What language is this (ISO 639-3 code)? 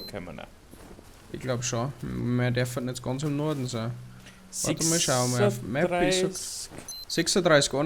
bar